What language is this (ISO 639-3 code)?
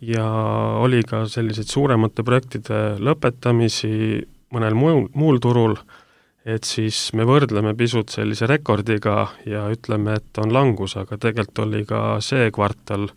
est